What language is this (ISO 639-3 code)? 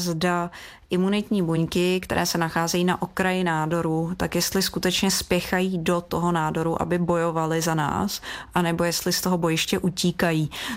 ces